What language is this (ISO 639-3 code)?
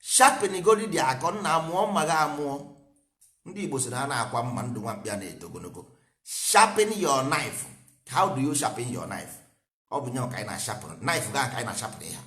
ibo